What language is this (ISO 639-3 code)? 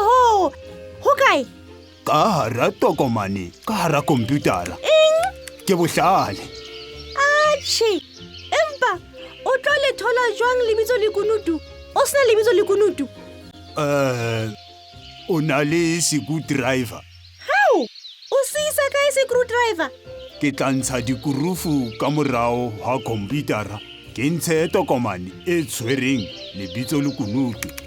sot